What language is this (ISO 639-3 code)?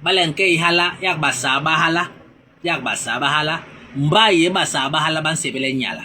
bas